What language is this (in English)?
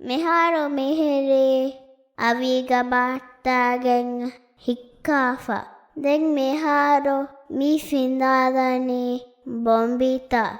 Divehi